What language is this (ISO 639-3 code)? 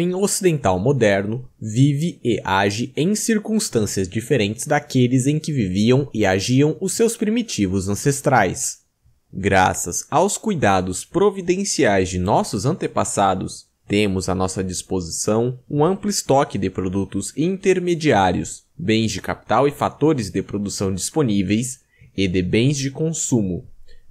por